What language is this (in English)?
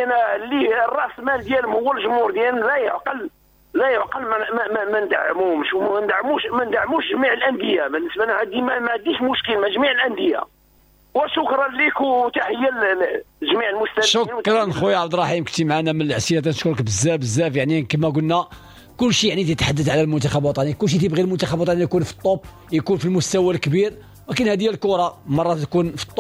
Moroccan Arabic